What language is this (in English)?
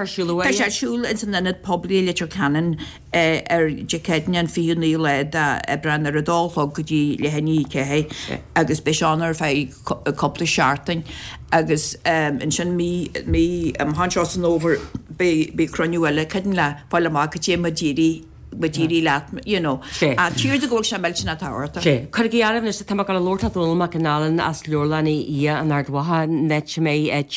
Irish